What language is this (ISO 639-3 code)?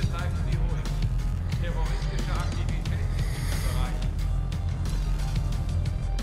deu